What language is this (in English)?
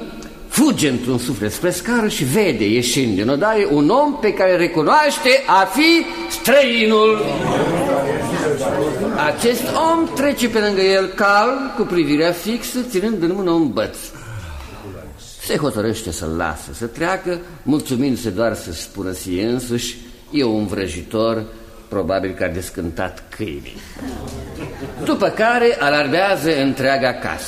Romanian